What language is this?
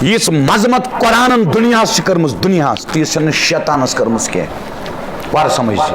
Kashmiri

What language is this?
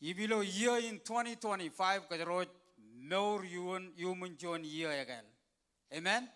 Marshallese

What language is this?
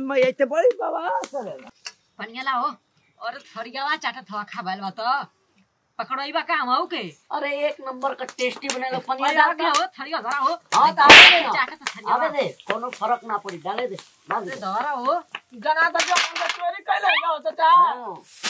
Bhojpuri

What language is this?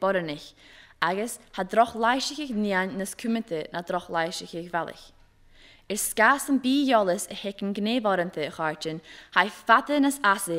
Scottish Gaelic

